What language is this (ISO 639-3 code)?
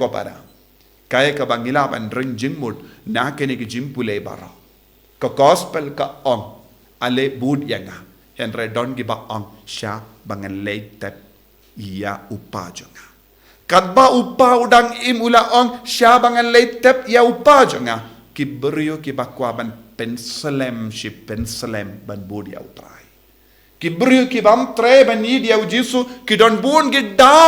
kha